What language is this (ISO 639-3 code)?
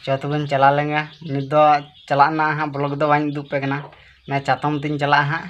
sat